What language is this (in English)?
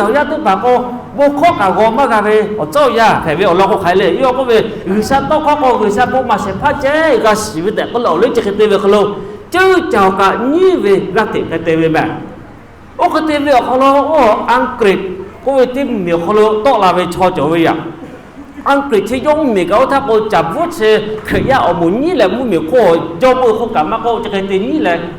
Lahu